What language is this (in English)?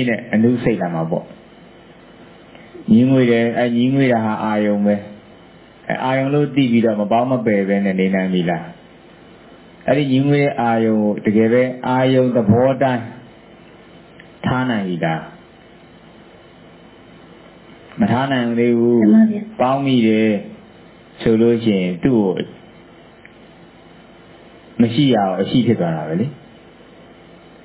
Burmese